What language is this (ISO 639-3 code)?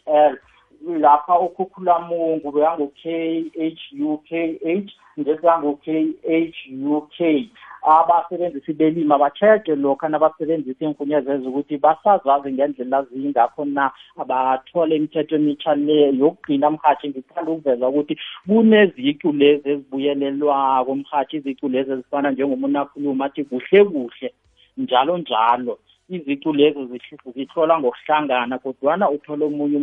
nbl